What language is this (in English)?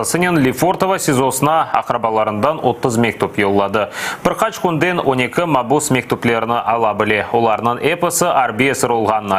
Crimean Tatar